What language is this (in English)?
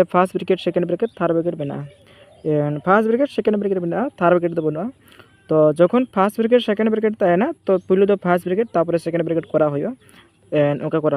Santali